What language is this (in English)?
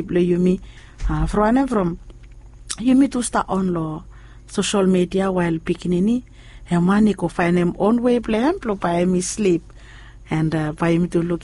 Bislama